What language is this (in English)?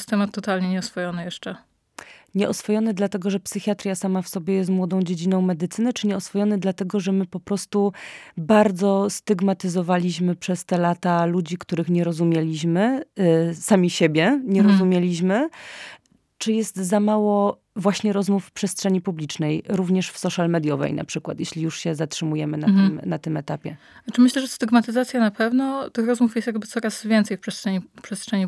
Polish